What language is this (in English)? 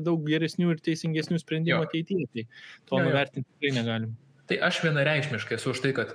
Lithuanian